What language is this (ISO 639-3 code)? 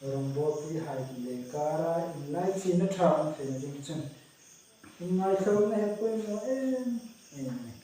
hmr